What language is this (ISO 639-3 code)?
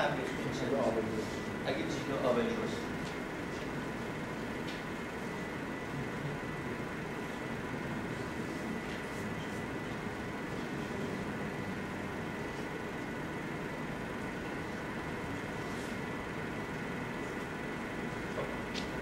fas